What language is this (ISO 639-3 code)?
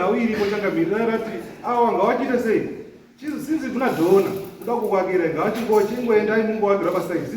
sna